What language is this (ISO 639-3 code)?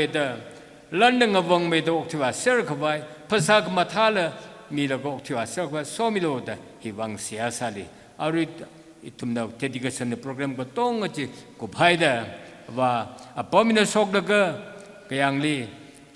nmf